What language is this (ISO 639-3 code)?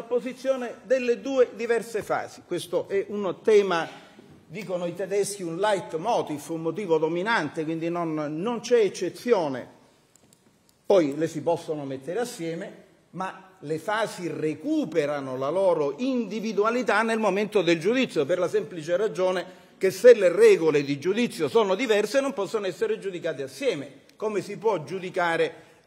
ita